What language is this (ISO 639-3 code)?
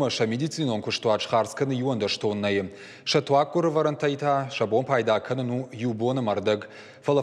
oss